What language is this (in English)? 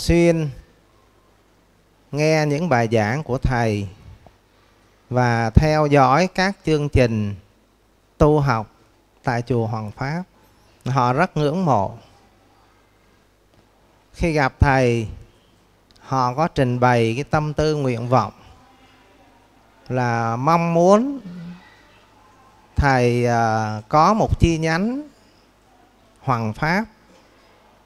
Vietnamese